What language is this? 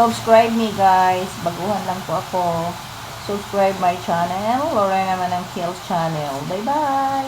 Cebuano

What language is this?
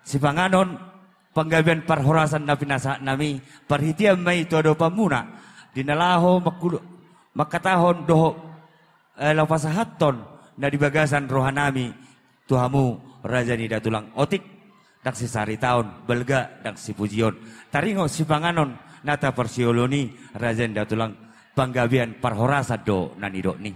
Batak Toba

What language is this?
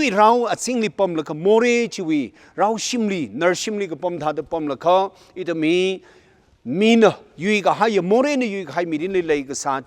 Tangkhul Naga (India)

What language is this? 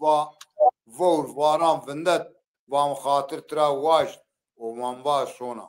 Zaza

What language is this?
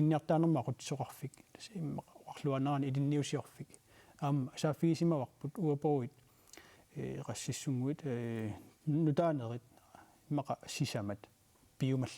Kalaallisut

